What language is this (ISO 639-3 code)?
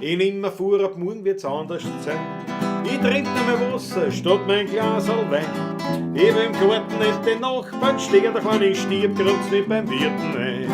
bar